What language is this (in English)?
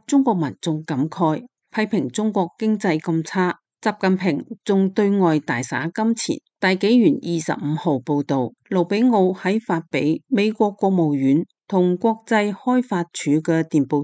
Cantonese